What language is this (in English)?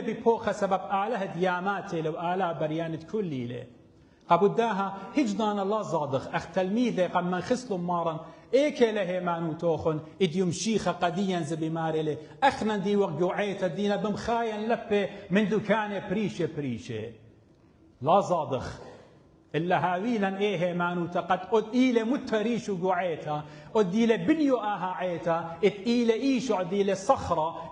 Assyrian Neo-Aramaic